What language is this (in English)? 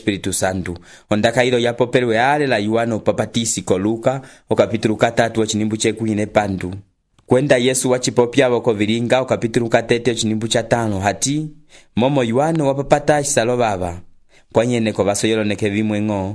Umbundu